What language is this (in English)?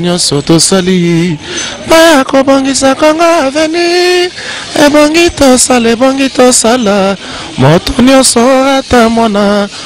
Lingala